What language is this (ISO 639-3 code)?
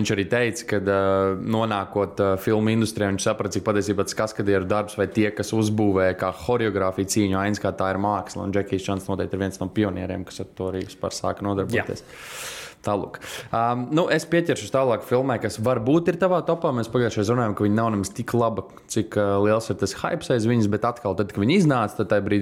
lav